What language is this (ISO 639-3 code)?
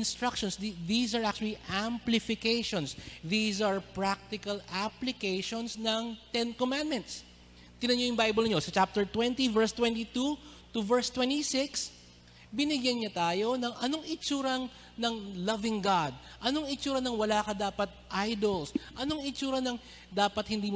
fil